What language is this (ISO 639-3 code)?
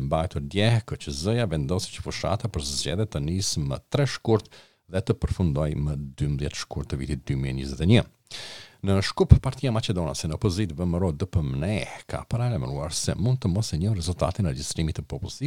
sqi